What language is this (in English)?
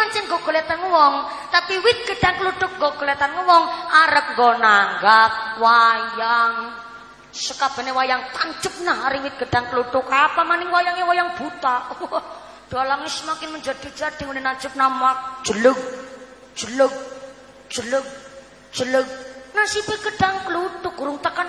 Javanese